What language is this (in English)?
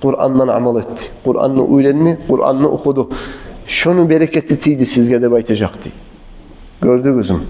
Kumyk